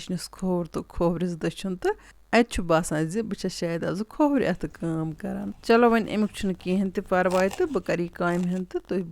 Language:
Kashmiri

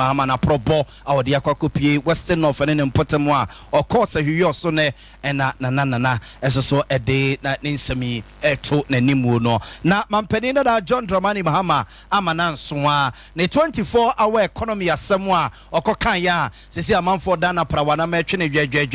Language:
Akan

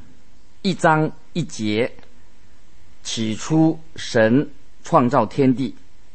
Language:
Chinese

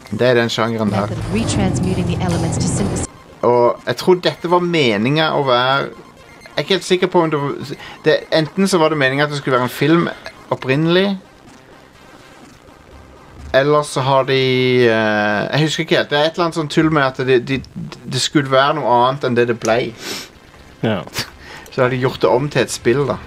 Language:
Norwegian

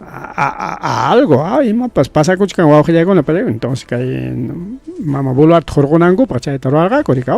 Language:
Ayacucho Quechua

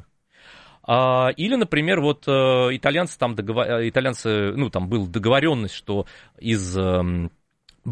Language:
Russian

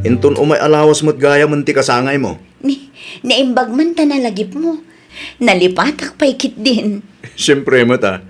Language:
Iloko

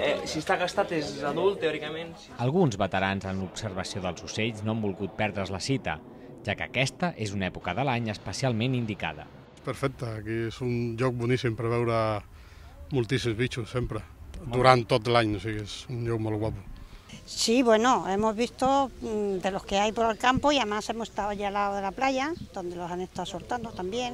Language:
Catalan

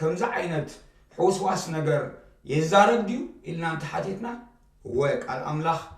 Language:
Tigrinya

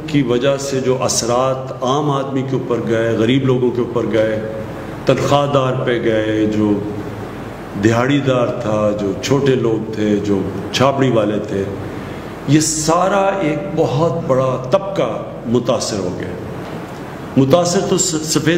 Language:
Urdu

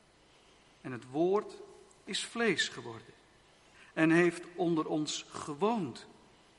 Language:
Dutch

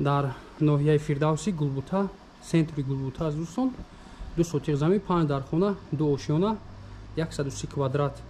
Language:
Tajik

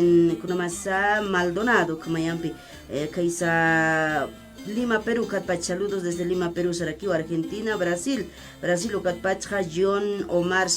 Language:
Aymara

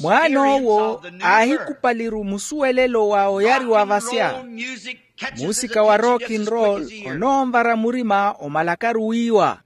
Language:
Makhuwa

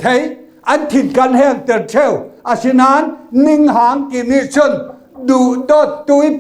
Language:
Falam Chin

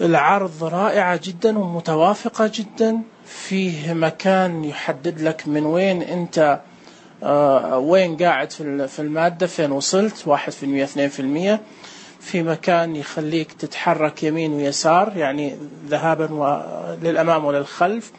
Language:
Najdi Arabic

